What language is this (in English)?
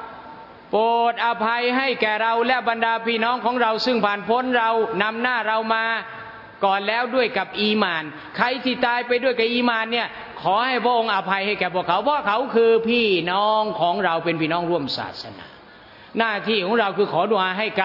Thai